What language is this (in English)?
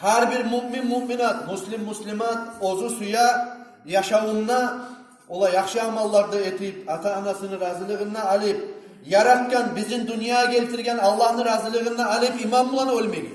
Kumyk